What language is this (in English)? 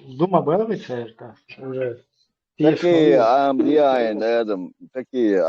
Chechen